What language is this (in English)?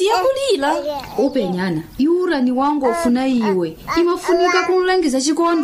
Nyanja